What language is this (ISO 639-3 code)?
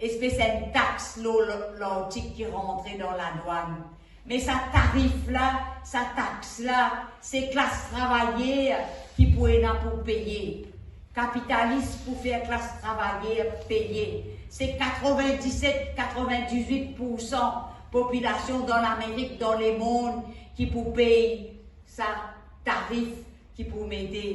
mfe